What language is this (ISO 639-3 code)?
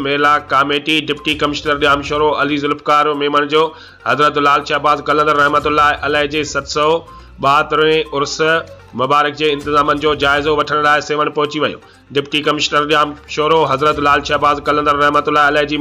snd